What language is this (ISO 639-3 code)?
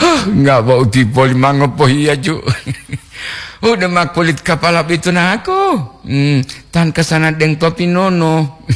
gor